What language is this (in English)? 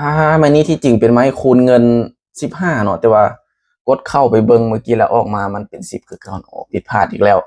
Lao